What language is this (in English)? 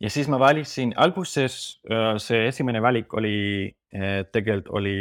Estonian